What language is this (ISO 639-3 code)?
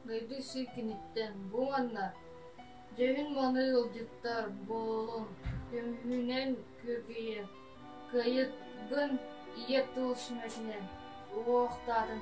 sah